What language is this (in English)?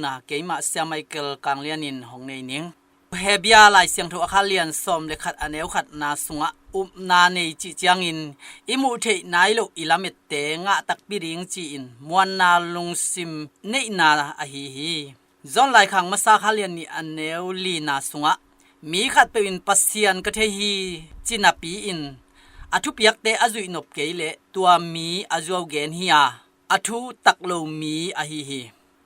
Tedim Chin